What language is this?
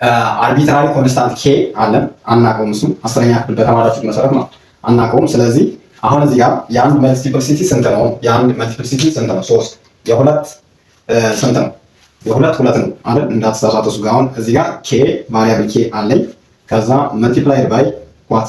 Amharic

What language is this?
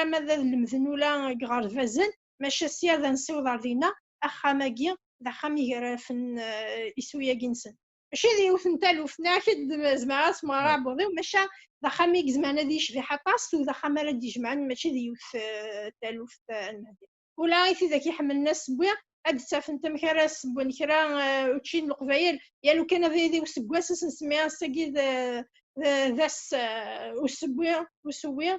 Kabyle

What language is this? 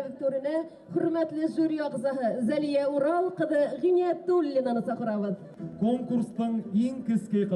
Bashkir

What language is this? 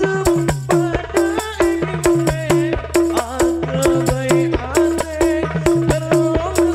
Madurese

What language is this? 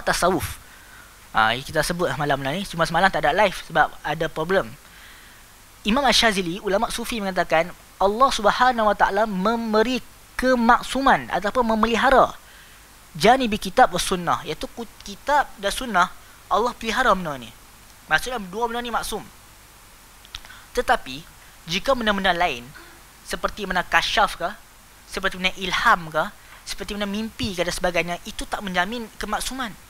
Malay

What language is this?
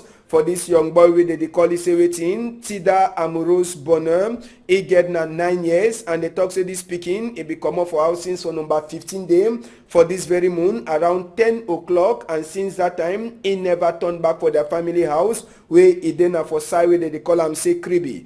Cameroon Pidgin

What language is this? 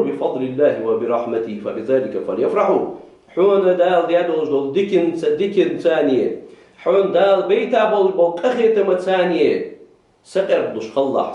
Ingush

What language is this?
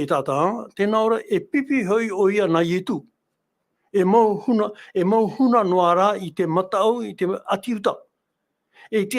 Tahitian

